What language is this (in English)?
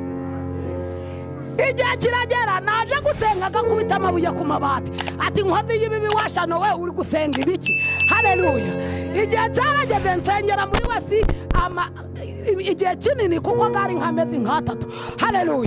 Kinyarwanda